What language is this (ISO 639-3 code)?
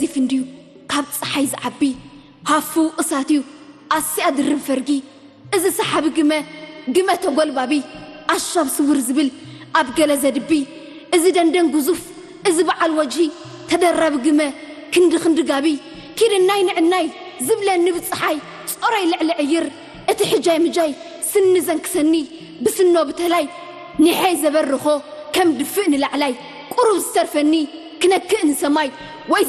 tir